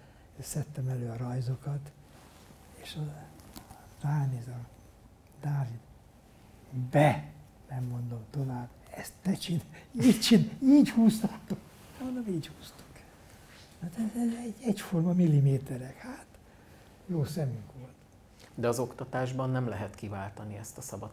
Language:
Hungarian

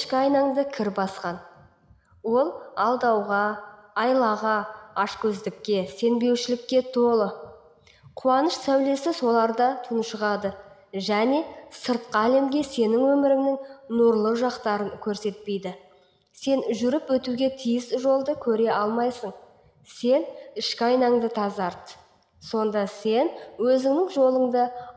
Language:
Kazakh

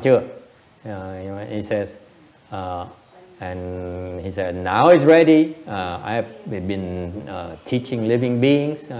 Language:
Vietnamese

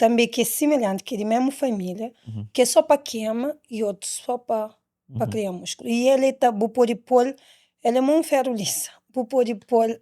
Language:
Kabuverdianu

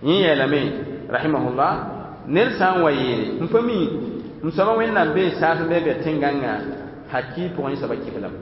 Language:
Mossi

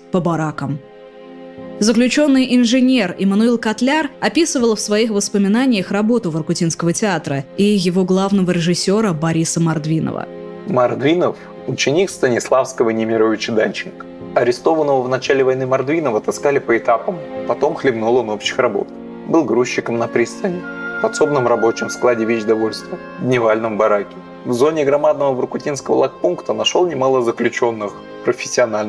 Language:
Russian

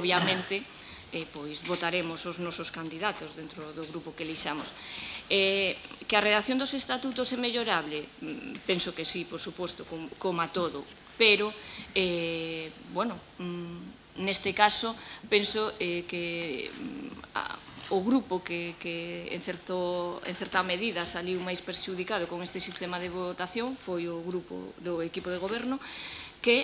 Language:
Galician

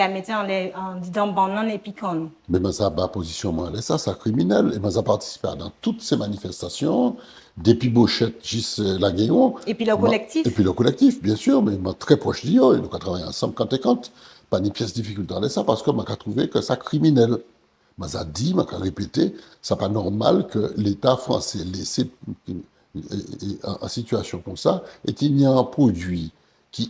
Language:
Guadeloupean Creole French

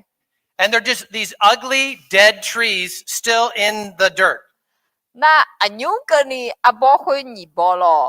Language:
Akha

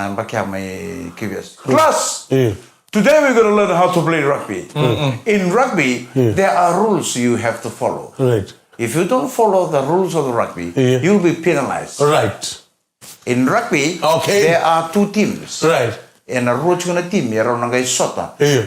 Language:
Fijian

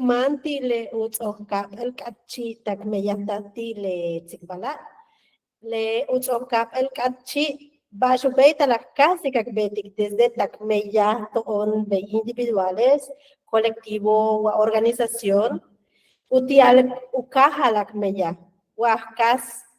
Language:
Yucateco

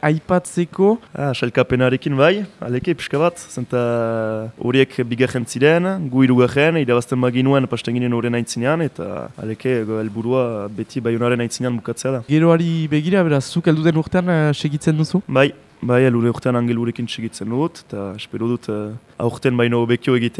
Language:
Basque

